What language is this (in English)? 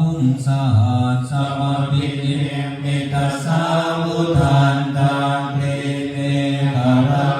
Pali